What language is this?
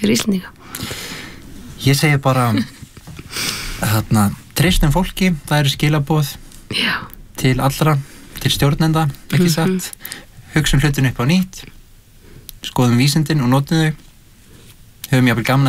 Icelandic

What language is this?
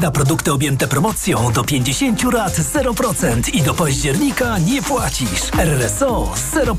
Polish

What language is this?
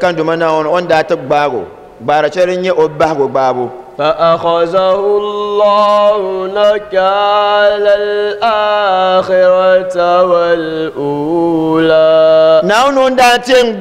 Dagbani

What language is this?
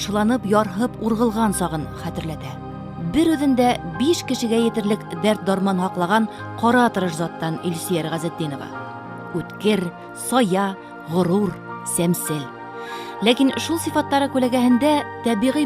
Bashkir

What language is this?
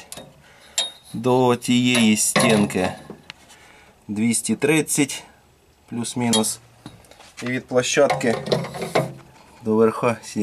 Ukrainian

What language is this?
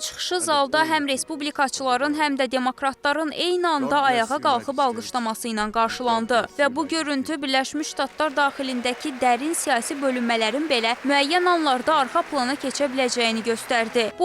Azerbaijani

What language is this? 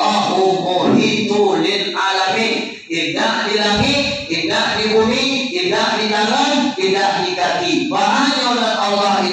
Minangkabau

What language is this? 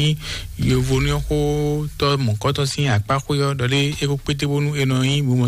Fon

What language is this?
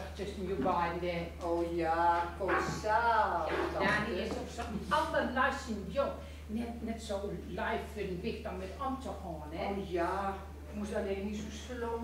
Gronings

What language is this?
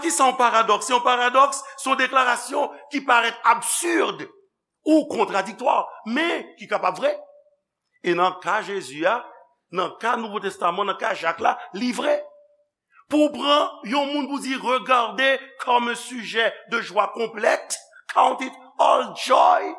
Haitian Creole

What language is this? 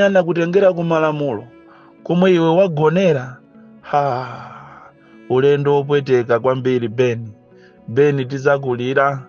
Nyanja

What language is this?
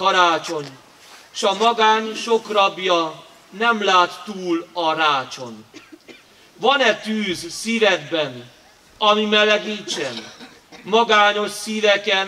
Hungarian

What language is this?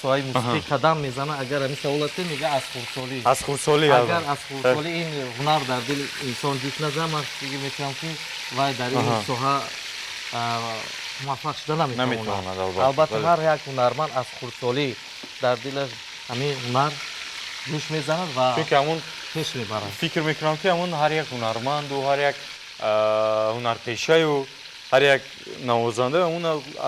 Tajik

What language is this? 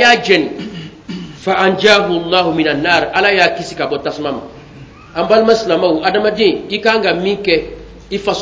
Bambara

